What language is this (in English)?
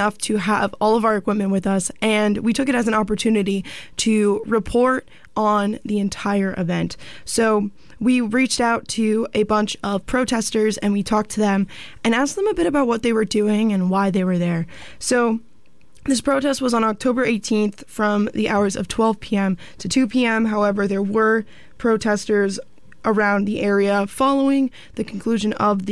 English